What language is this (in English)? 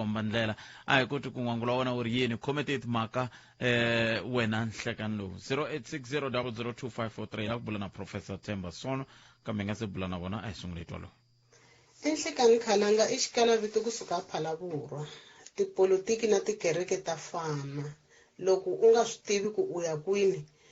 Tsonga